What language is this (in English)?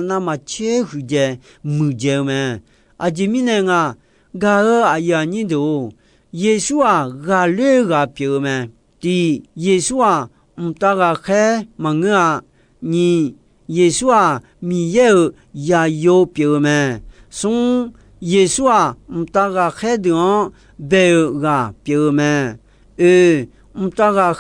Akha